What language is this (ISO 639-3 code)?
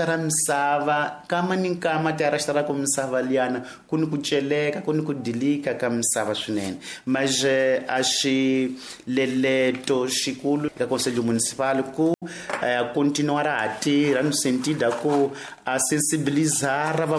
tso